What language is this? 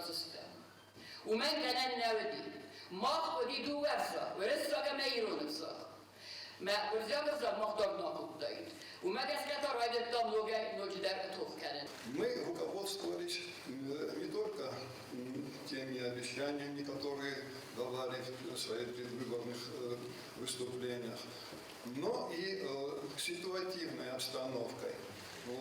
Ossetic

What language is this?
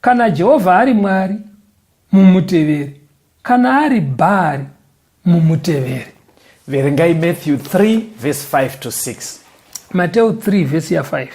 Shona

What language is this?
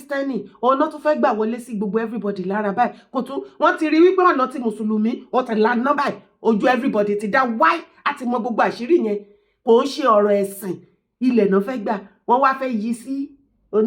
Yoruba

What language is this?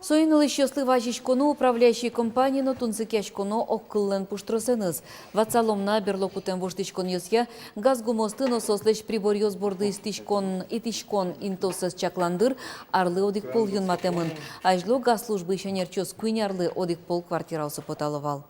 Udmurt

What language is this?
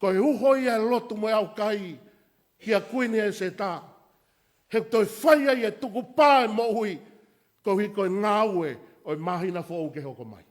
Tongan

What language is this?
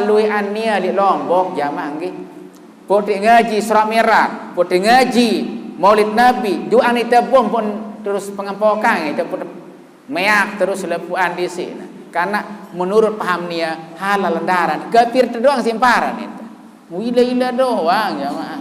Sasak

